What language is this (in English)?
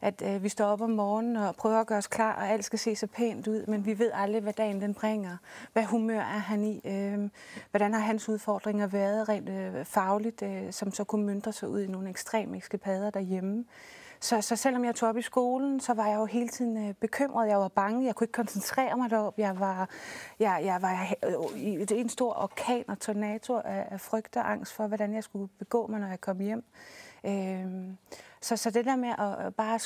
Danish